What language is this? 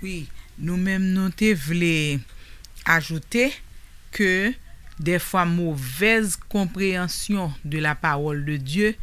Haitian Creole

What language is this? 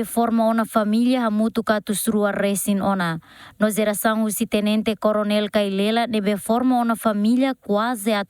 Tetum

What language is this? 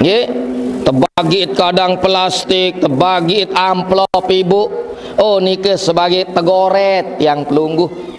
Sasak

